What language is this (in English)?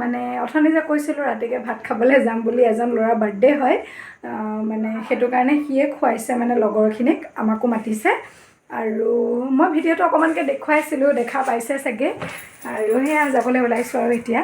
Assamese